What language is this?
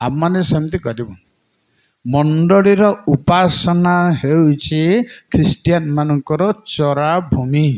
Odia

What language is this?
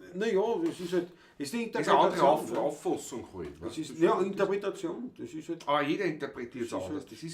Bavarian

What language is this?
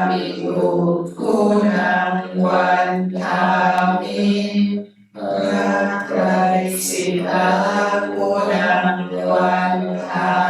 Pali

